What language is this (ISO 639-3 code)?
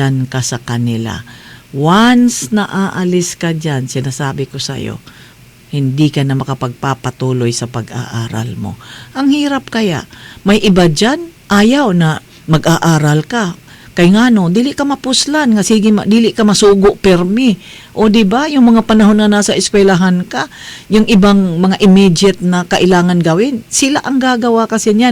fil